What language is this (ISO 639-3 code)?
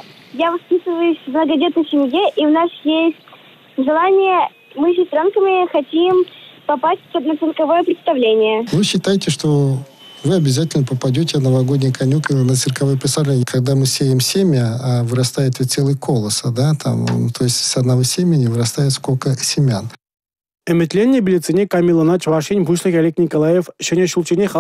chv